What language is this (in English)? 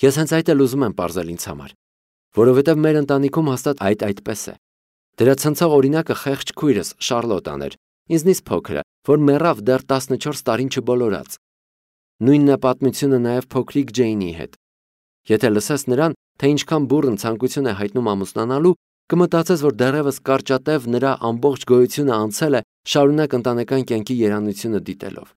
Armenian